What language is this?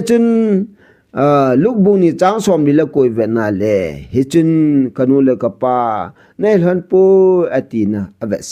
Thado Chin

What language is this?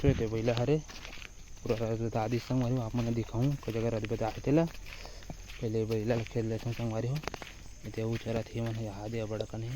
Chhattisgarhi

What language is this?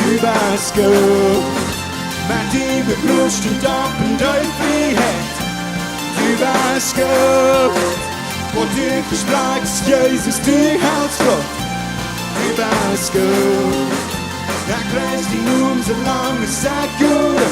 Plautdietsch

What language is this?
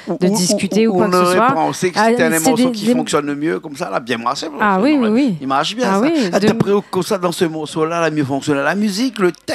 Réunion Creole French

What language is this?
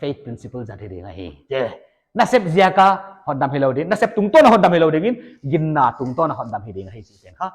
Paite Chin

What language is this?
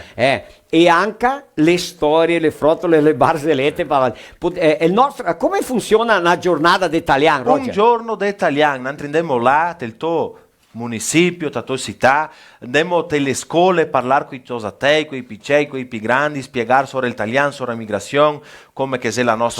Venetian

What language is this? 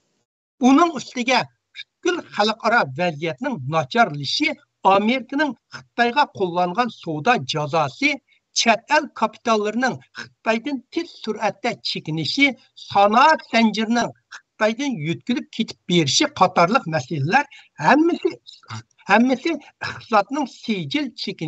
Uyghur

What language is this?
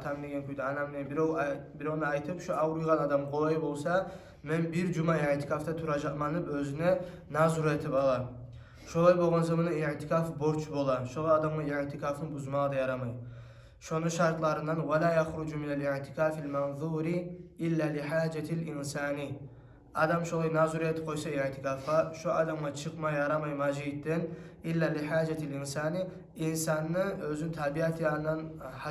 Kumyk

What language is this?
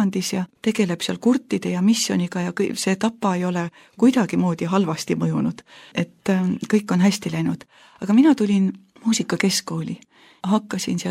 Estonian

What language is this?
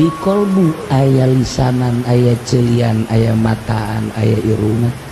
Sundanese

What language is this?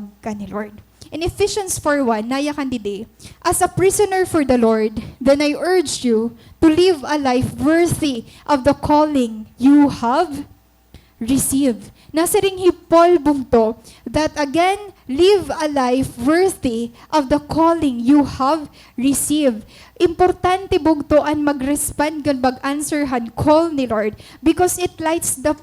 Waray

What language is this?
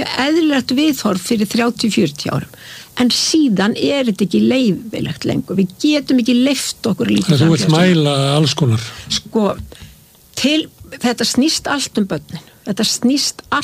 Icelandic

